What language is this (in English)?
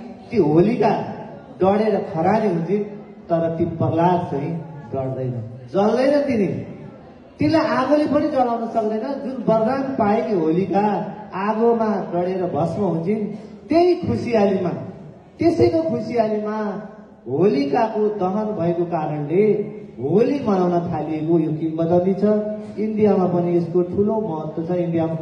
Nepali